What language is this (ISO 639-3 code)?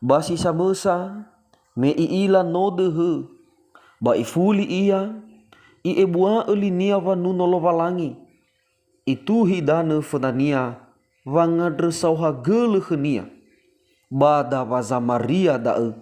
nia